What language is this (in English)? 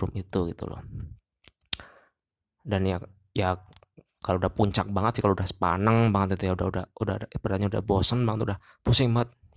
Indonesian